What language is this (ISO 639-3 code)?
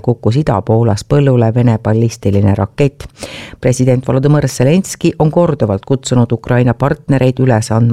est